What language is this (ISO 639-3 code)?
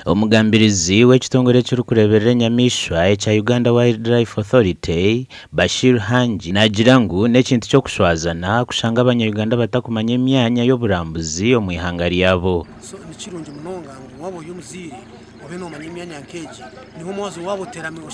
nyn